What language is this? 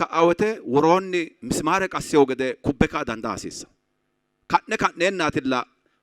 Sidamo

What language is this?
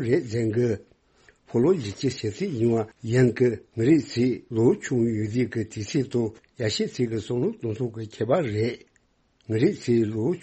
Tibetan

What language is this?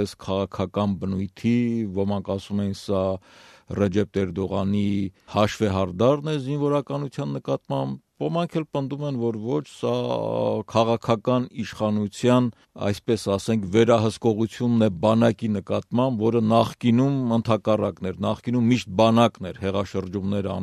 Armenian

